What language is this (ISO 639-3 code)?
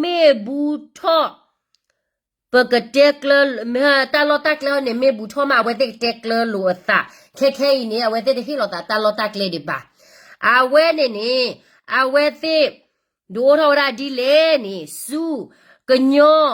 ksw